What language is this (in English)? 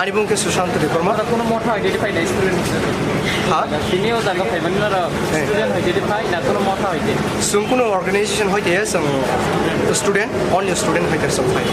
Kok Borok